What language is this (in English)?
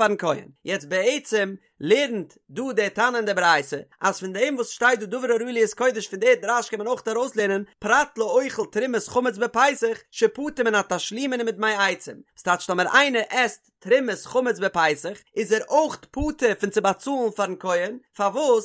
Yiddish